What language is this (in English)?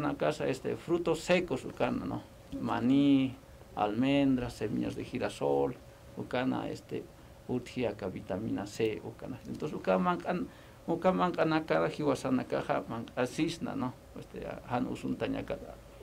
Aymara